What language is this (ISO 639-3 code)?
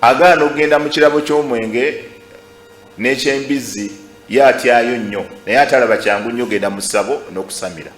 lug